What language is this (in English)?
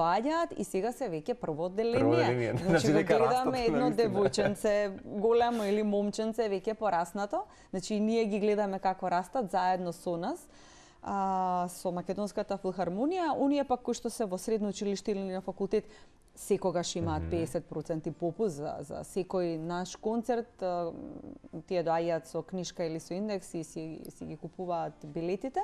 Macedonian